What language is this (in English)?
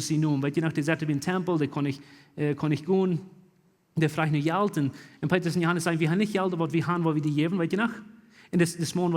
Plautdietsch